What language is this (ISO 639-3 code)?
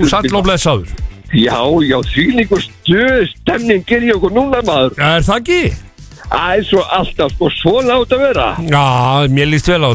isl